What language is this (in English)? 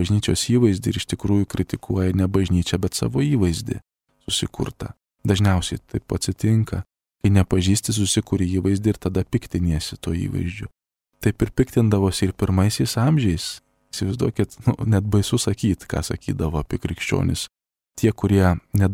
Lithuanian